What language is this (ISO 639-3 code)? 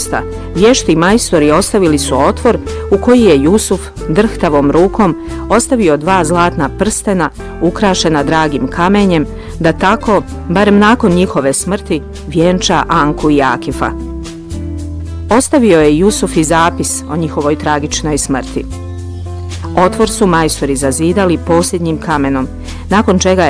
bos